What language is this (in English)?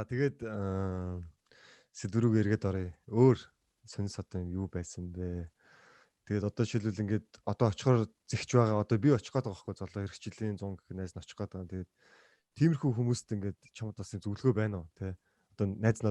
Mongolian